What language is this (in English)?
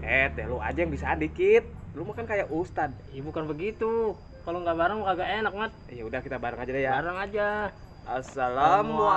Betawi